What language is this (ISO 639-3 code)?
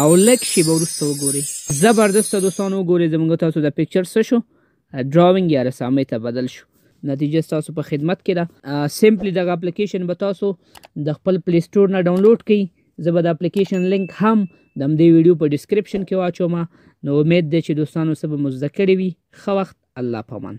pus